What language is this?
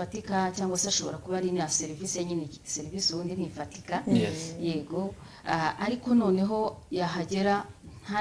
Kinyarwanda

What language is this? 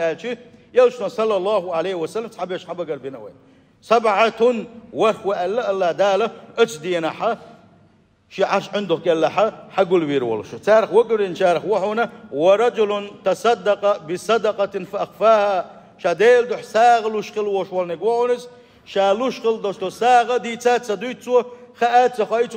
Chechen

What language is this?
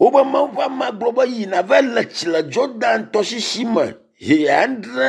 Ewe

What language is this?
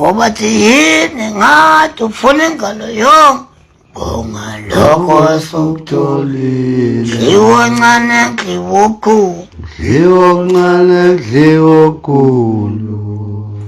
Zulu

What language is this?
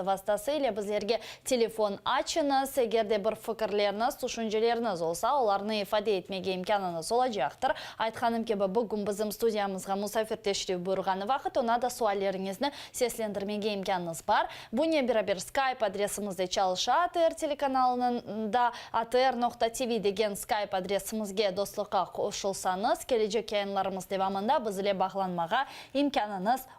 Crimean Tatar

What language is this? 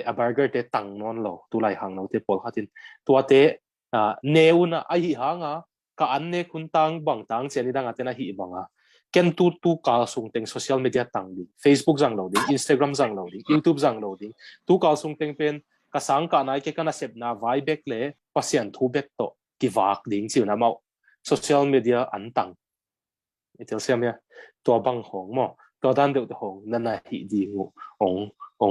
Tedim Chin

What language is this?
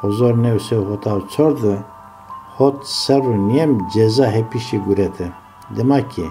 Zaza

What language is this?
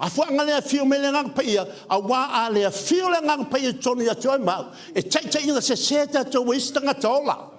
Samoan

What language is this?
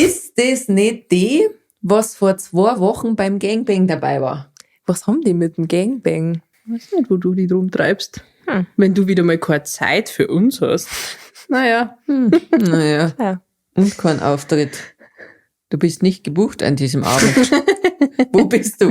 Bavarian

